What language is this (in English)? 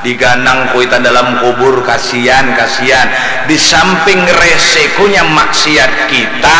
Banjar